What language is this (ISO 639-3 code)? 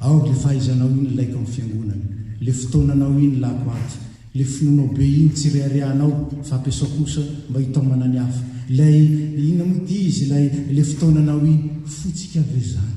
mlg